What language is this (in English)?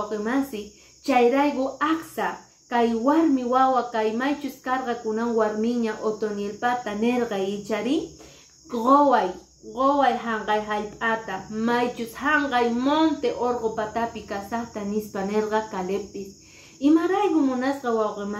Quechua